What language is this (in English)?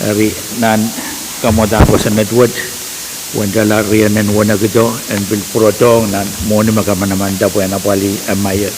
Pohnpeian